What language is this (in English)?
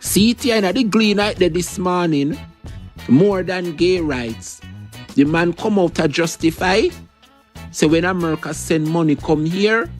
Jamaican Creole English